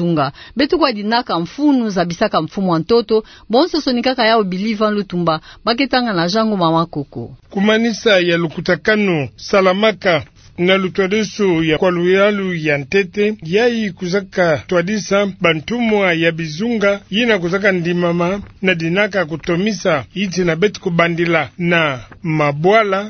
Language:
Kituba (Democratic Republic of Congo)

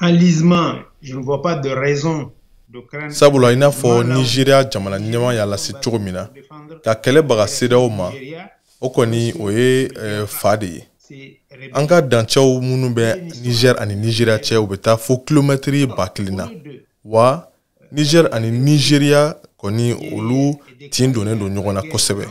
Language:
Bambara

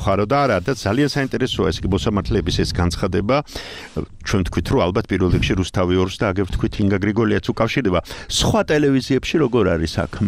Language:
Georgian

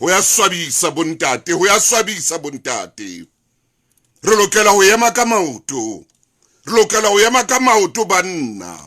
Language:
Southern Sotho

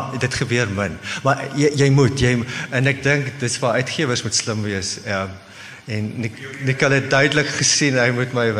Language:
Afrikaans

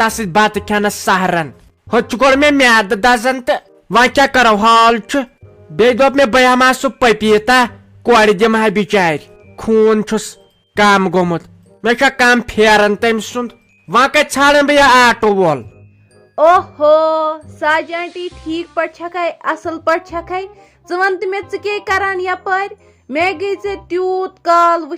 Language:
Kashmiri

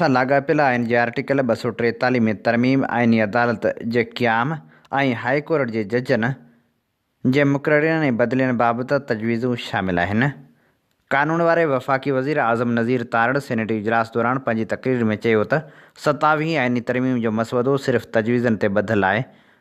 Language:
Sindhi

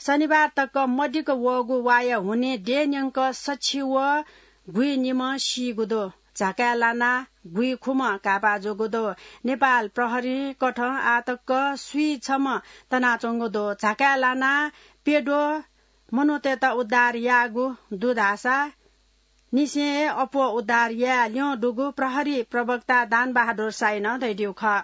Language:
Newari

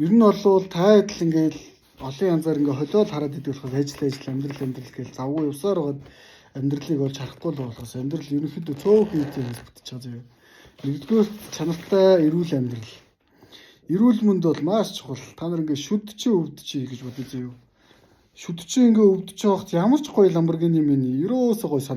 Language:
Mongolian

